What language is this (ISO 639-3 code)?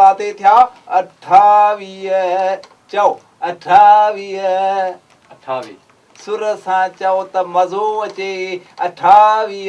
snd